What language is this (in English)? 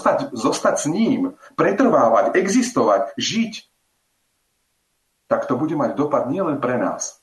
Slovak